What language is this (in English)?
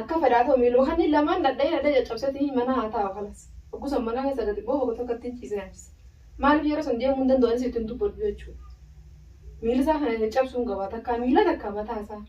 Oromo